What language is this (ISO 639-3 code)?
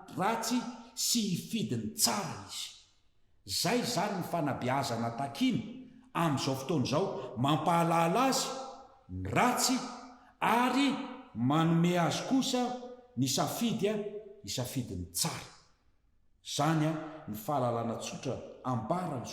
mlg